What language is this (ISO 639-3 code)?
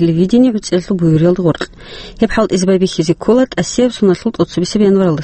ava